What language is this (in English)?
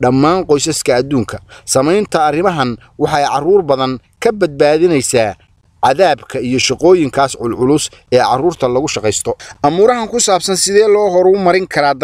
Somali